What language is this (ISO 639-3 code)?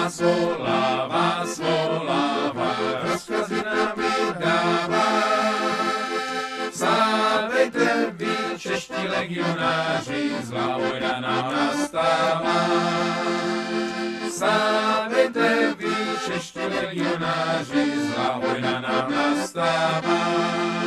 ces